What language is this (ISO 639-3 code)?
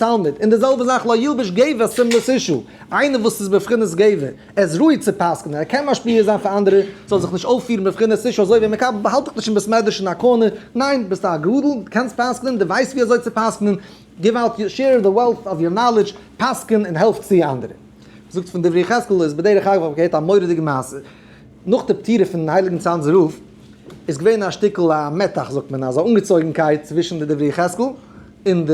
yid